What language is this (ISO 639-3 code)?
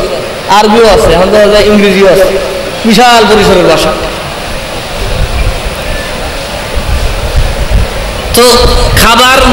ben